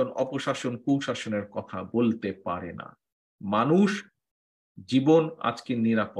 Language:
Bangla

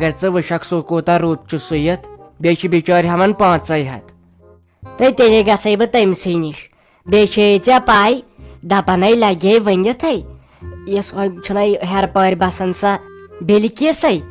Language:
Kashmiri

